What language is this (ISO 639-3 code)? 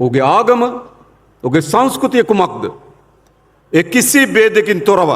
sin